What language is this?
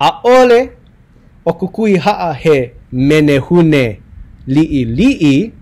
Hawaiian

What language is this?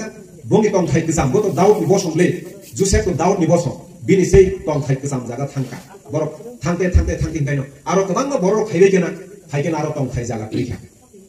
Kok Borok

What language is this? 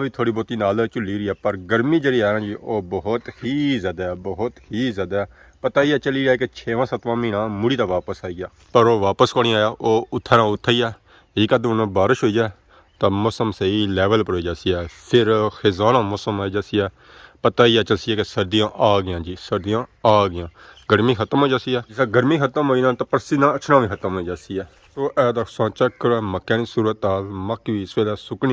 Pahari-Potwari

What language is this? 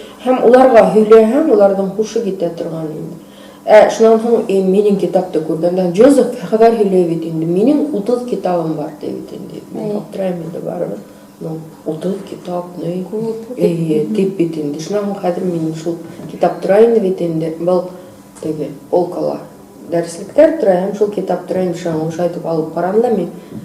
Bashkir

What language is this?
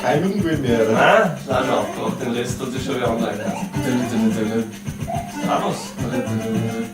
Bavarian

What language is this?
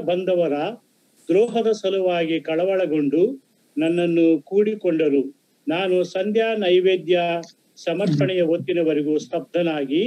Kannada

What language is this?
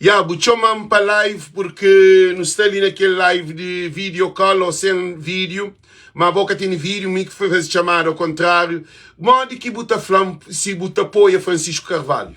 Kabuverdianu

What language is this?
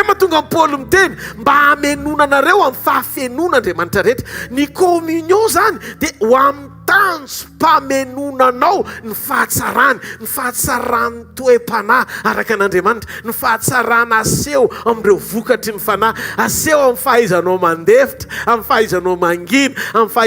Malagasy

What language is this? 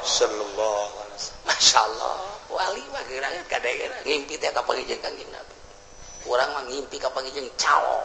Sundanese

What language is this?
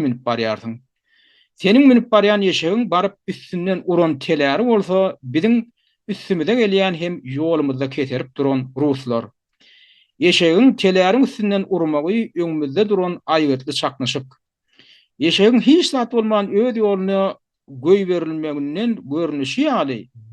Turkmen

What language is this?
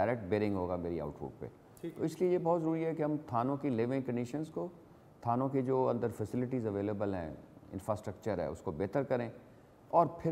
Urdu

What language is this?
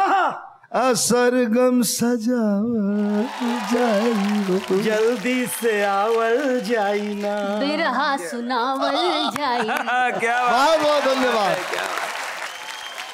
Bhojpuri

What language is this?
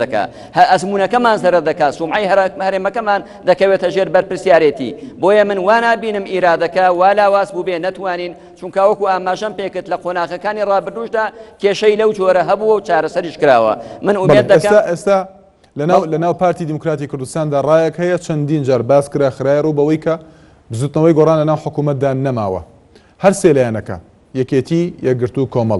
Central Kurdish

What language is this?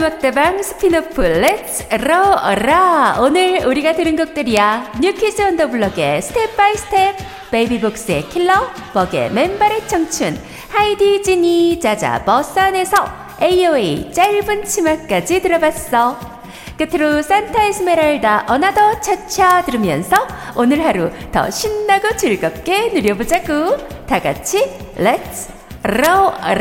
Korean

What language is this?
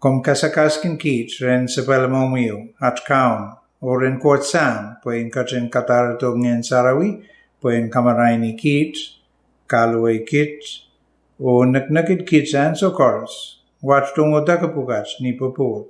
Pohnpeian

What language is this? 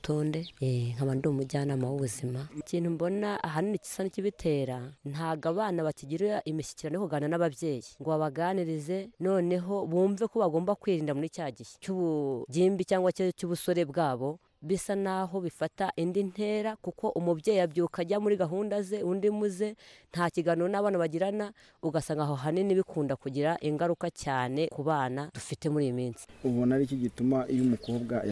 Kinyarwanda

